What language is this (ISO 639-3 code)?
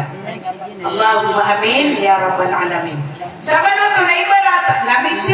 mrw